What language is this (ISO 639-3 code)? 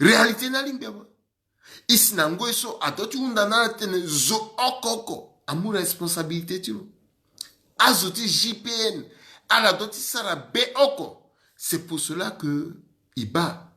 sag